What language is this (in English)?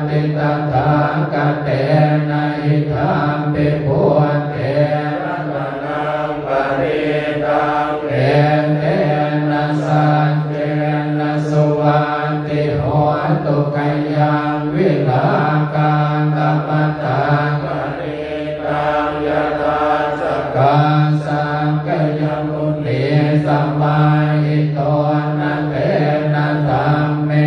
Pali